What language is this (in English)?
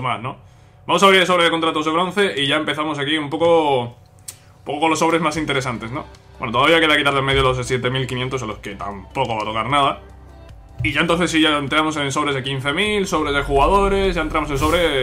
Spanish